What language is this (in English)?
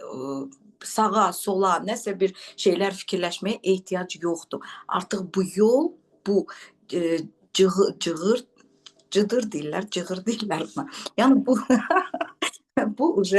Azerbaijani